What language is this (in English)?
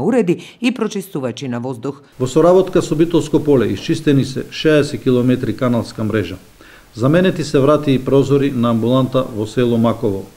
Macedonian